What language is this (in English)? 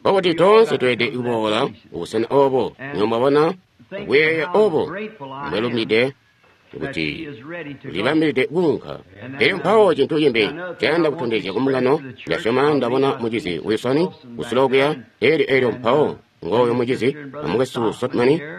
Tonga (Zambia)